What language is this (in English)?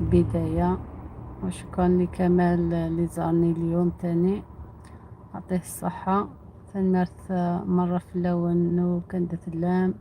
Algerian Arabic